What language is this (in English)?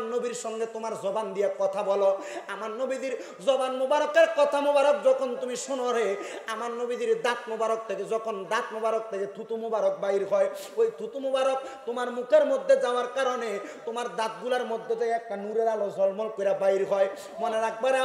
Bangla